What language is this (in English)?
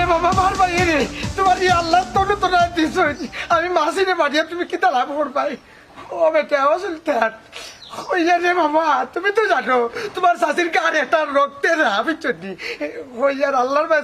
Sylheti